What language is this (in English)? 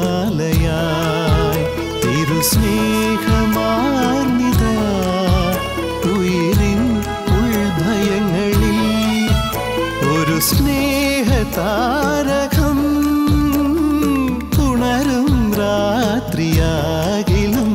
Malayalam